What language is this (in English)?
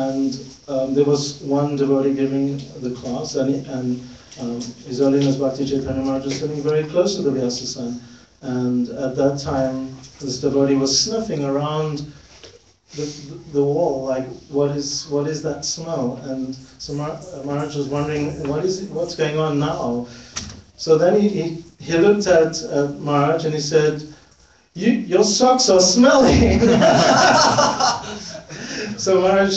English